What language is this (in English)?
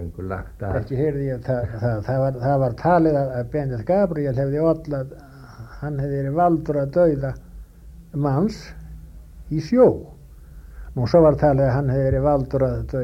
Icelandic